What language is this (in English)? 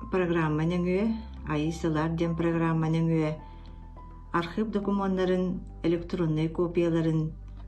Yakut